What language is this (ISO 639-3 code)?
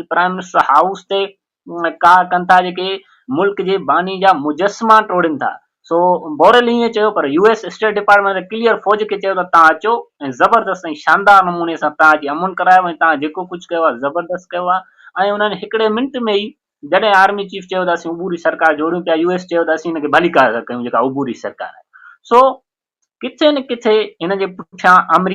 snd